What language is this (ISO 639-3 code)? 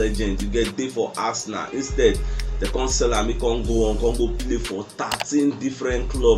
pcm